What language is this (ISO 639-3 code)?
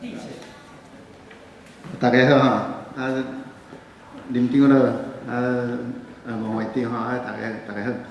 nan